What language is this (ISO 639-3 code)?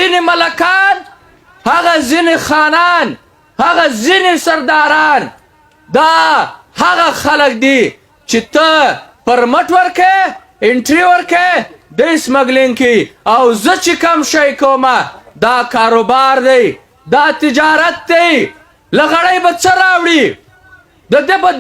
pus